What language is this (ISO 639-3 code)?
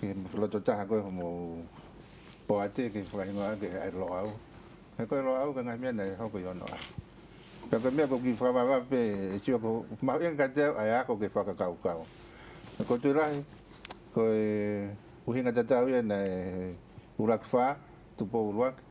ton